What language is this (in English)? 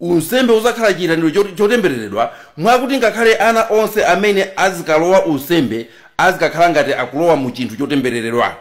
Nyanja